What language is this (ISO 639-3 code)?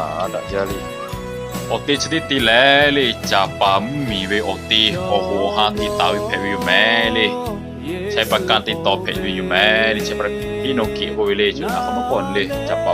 lhu